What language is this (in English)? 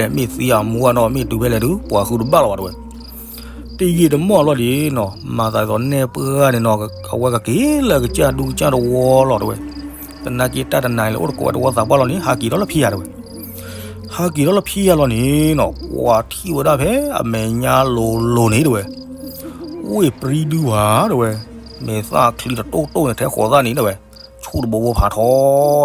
S'gaw Karen